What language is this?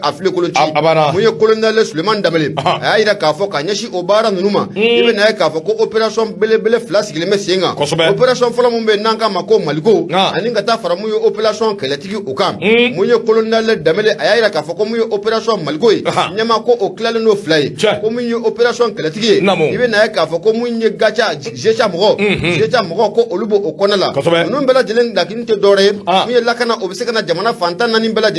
Bambara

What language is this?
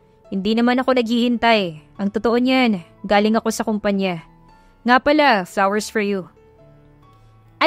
Filipino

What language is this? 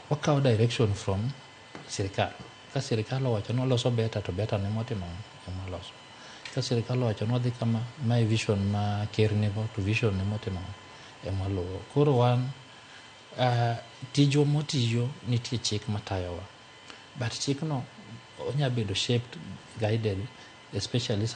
Luo (Kenya and Tanzania)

